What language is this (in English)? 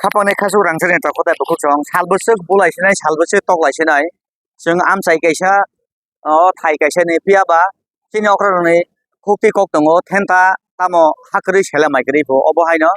Kok Borok